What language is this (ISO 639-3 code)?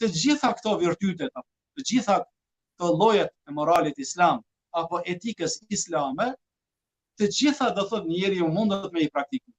sqi